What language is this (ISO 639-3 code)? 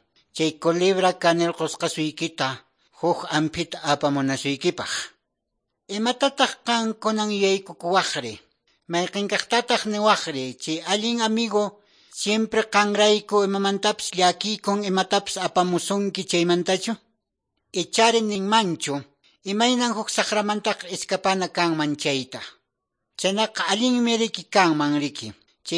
que